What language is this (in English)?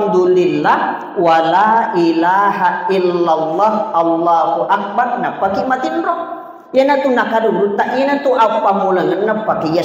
Buginese